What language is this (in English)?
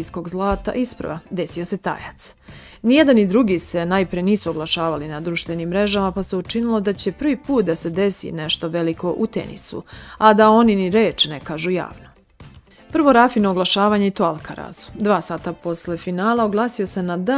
Serbian